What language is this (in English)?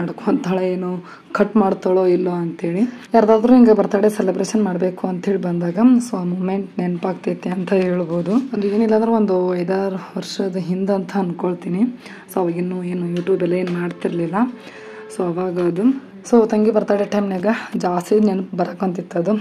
Kannada